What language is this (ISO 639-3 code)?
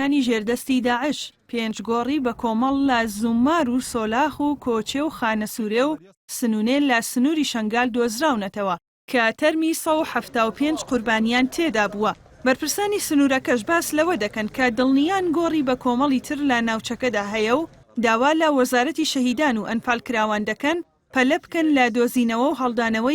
ckb